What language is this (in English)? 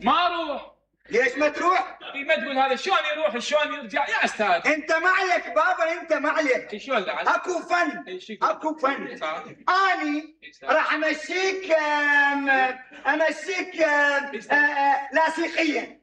Mesopotamian Arabic